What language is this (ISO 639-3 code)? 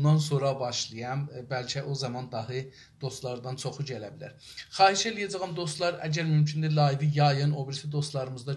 azb